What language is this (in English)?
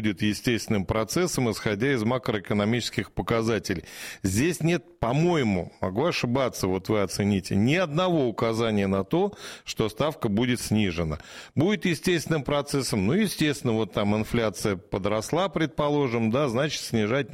Russian